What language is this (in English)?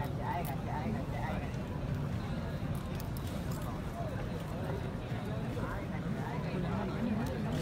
Malay